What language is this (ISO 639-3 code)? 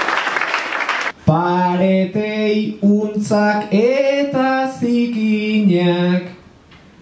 eus